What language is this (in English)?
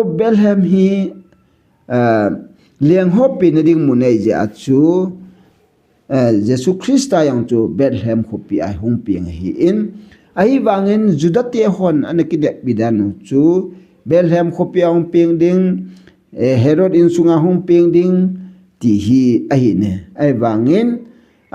Thado Chin